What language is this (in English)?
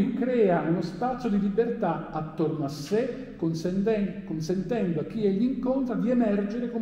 Italian